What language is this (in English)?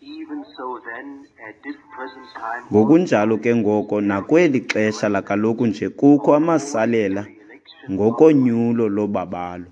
Xhosa